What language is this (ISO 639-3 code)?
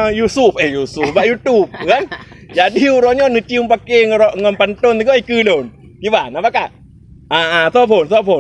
ace